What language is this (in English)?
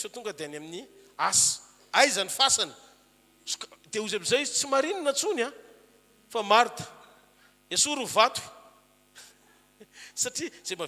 Malagasy